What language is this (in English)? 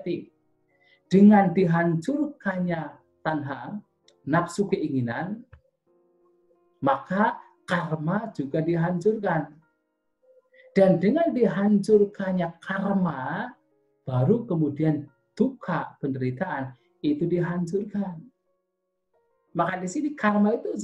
Indonesian